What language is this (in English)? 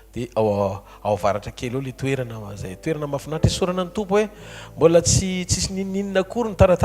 Malagasy